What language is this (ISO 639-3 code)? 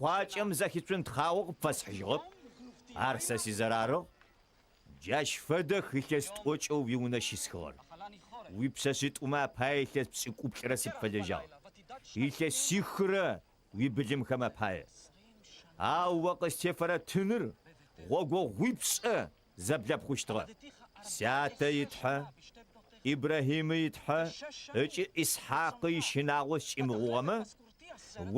ady